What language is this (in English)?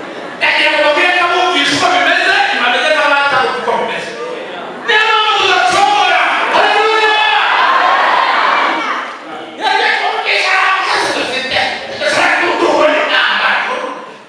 Kinyarwanda